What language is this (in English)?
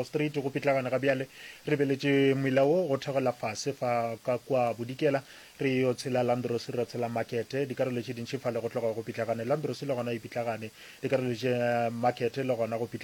Northern Sotho